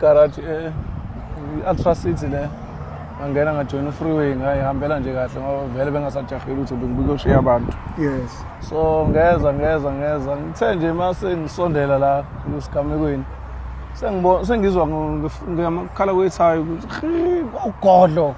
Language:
Zulu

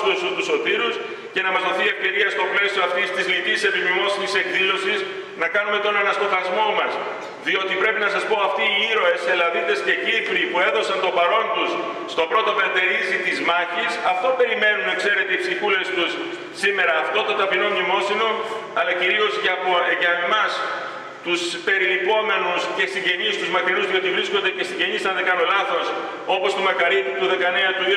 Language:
Greek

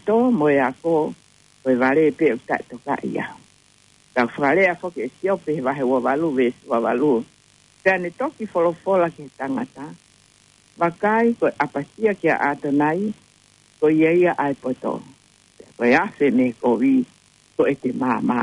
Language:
Tongan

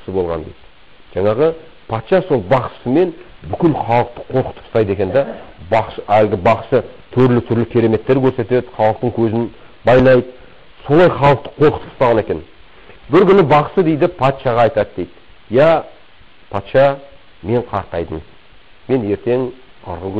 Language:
Kazakh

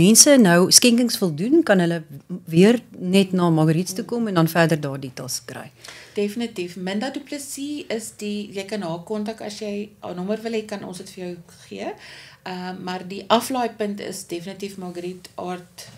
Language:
Afrikaans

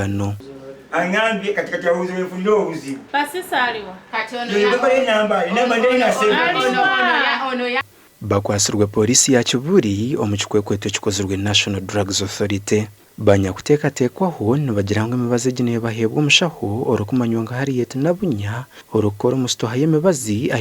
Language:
Nyankole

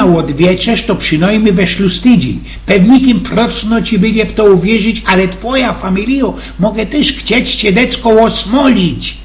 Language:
Silesian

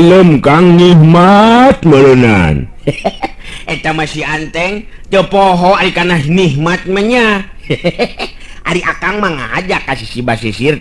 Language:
Sundanese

